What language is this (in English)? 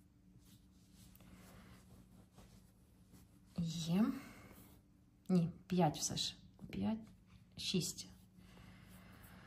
Ukrainian